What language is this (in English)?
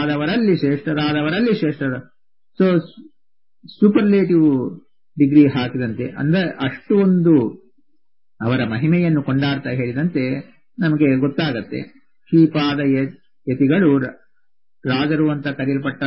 Kannada